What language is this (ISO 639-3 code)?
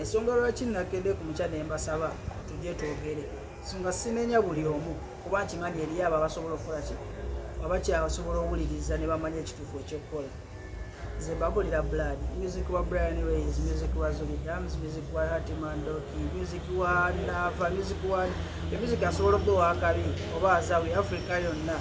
lug